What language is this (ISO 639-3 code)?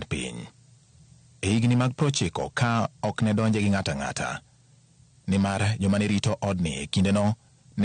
luo